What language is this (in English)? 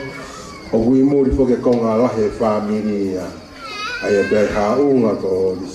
Tongan